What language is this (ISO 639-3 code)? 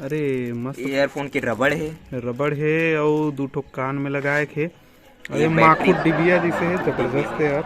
hne